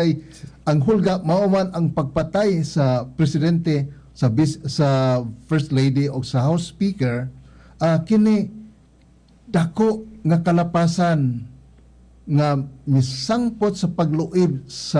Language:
Cebuano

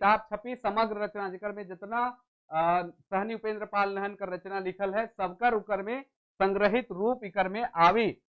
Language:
Sadri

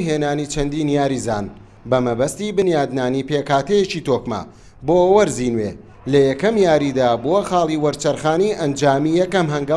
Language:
Central Kurdish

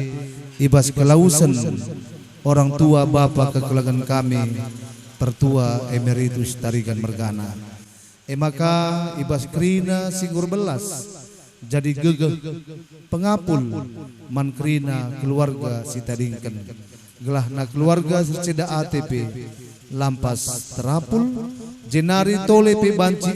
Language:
Batak Karo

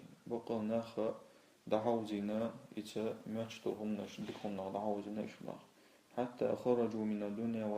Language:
Chechen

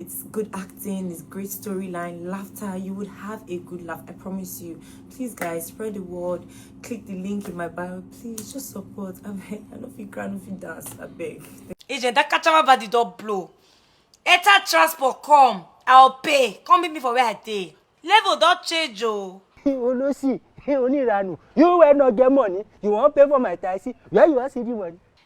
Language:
Nigerian Pidgin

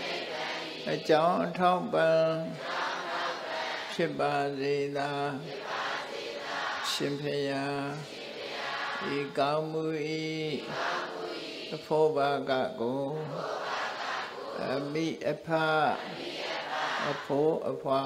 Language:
Burmese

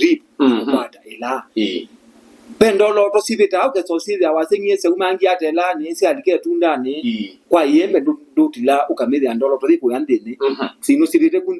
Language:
Kamba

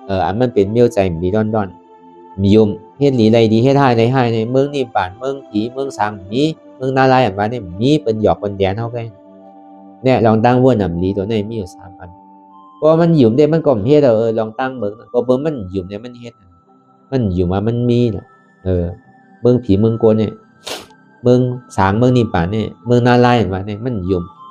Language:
Shan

